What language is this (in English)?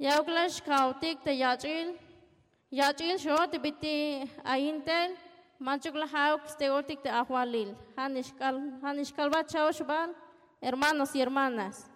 Tzeltal